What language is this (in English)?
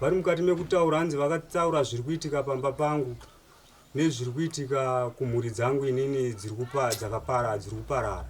Shona